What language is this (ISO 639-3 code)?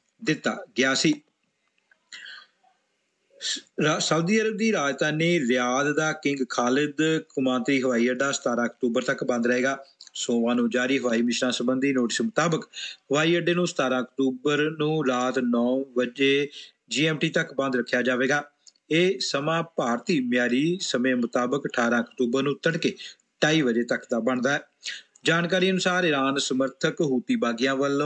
pan